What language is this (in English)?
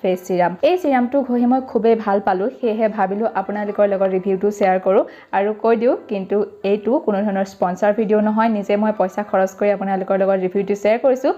Assamese